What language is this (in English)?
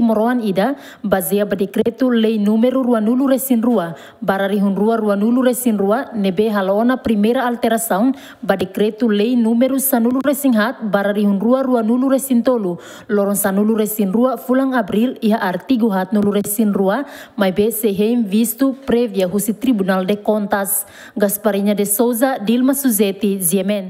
Tetum